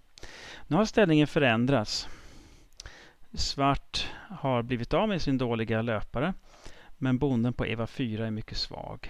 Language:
Swedish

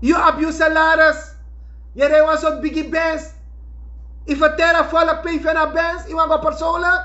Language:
Sranan Tongo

